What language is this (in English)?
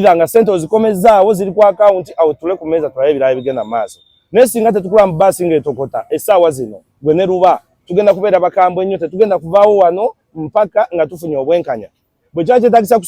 Ganda